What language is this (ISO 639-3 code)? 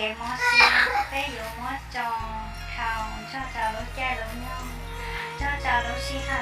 hmn